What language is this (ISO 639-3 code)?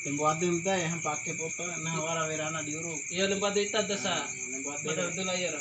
bhp